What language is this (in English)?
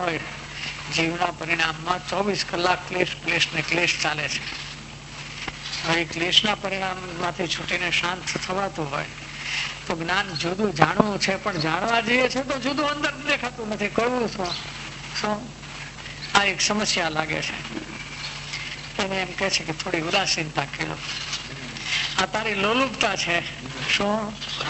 Gujarati